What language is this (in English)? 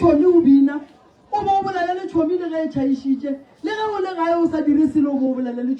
Northern Sotho